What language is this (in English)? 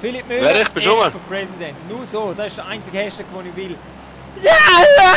Swiss German